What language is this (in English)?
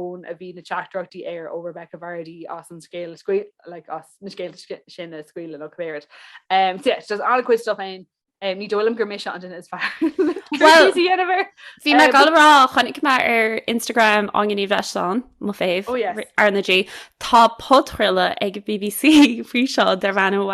Irish